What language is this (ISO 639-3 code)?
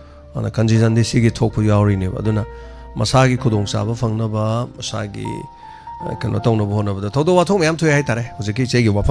mni